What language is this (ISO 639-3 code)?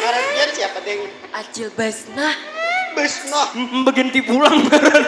bjn